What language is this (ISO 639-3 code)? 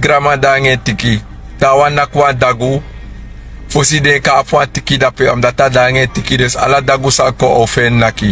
srn